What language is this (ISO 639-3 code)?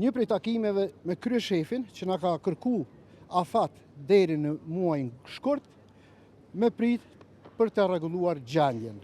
sqi